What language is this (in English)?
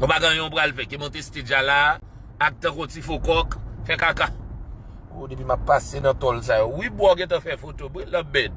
Haitian Creole